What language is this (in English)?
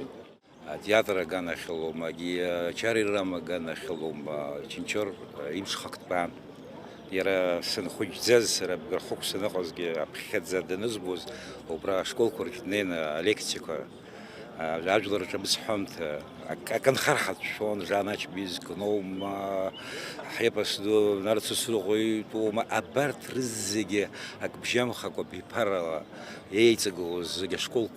Abkhazian